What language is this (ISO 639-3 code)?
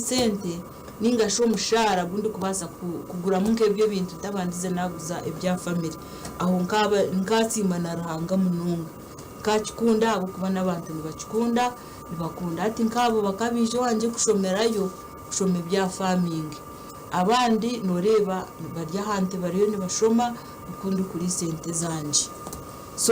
nyn